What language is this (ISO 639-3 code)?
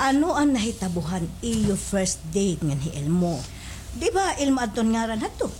war